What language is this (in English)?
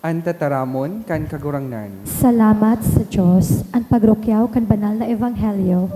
Bikol